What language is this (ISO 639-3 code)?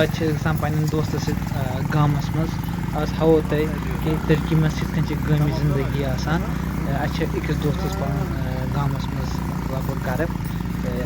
kas